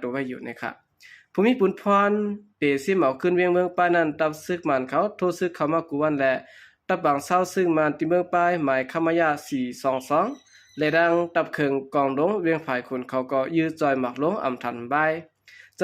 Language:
Shan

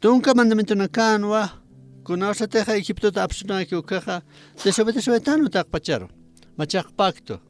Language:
Aymara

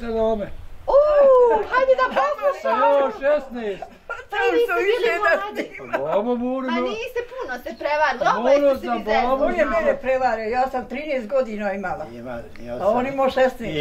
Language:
Bosnian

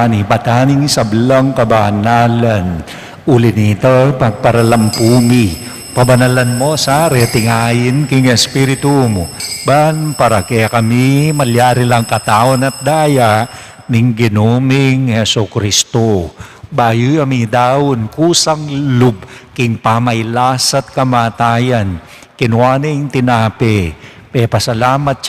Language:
Pampanga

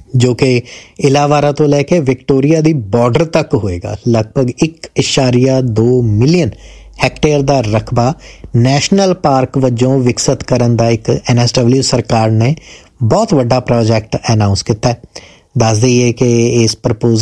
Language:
Punjabi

